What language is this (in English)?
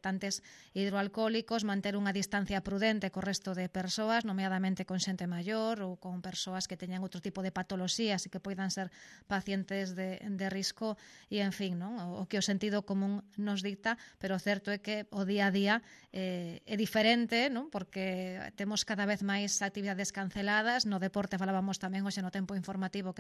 Galician